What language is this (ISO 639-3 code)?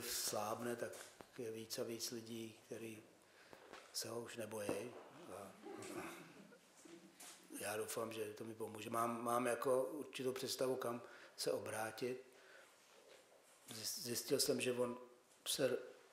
ces